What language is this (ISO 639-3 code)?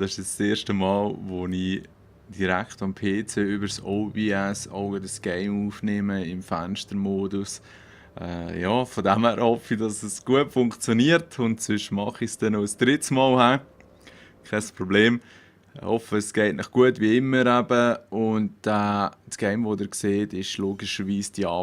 gsw